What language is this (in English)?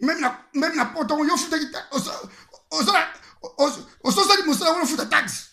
Lingala